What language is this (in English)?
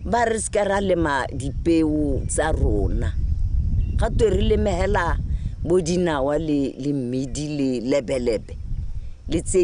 Tswana